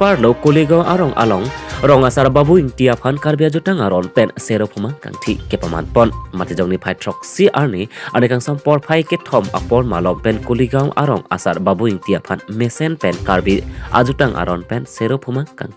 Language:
Karbi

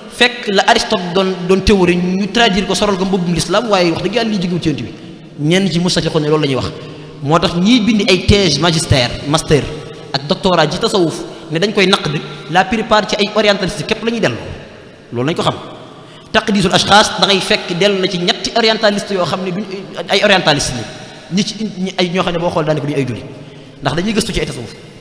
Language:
Wolof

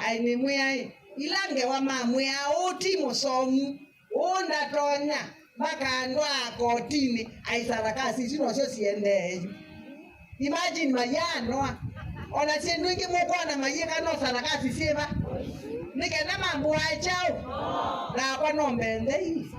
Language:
Kamba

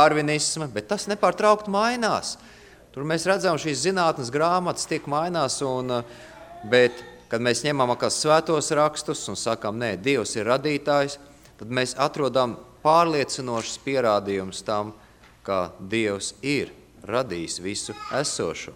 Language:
Latvian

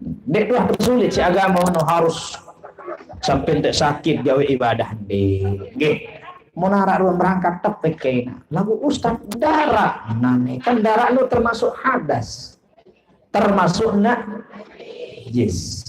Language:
Sasak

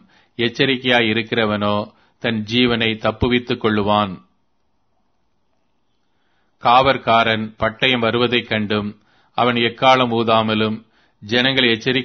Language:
Tamil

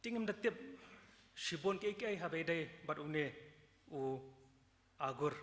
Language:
Khasi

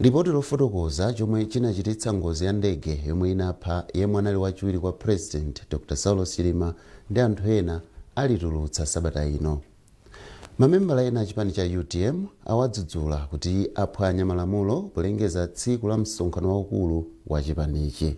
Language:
Nyanja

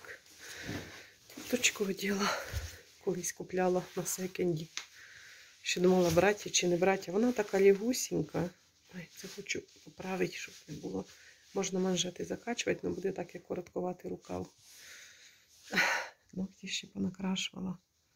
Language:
Ukrainian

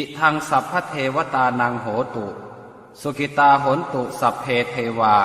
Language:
Pali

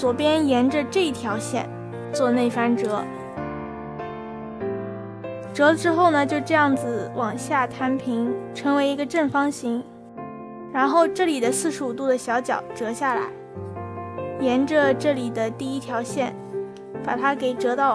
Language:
Chinese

